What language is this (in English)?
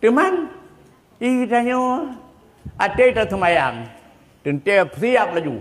Achinese